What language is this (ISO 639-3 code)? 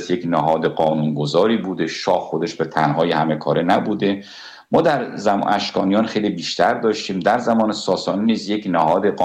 fas